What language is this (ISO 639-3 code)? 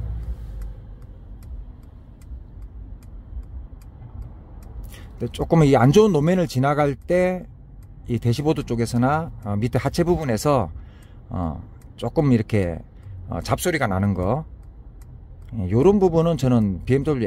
kor